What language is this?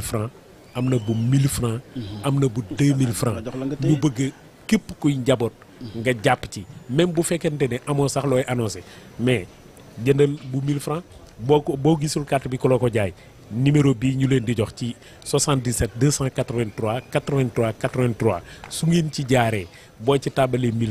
Wolof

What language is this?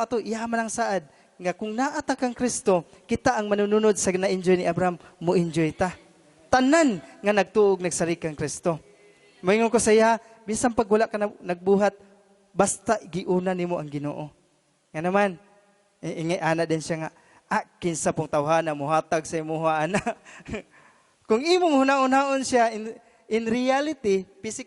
Cebuano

